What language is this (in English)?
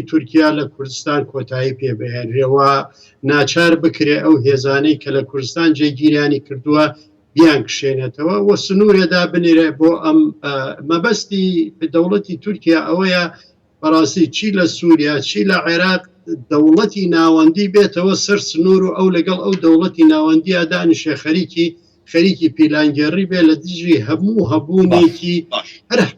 Central Kurdish